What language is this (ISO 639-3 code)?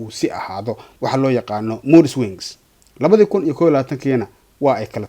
som